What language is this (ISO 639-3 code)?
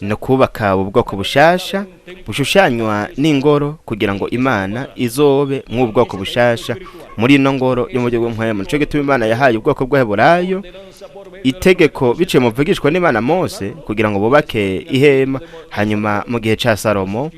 run